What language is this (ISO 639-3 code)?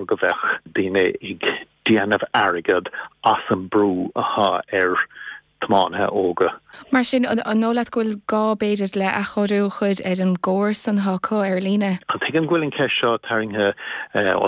gle